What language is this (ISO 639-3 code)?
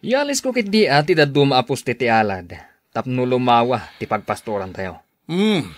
ilo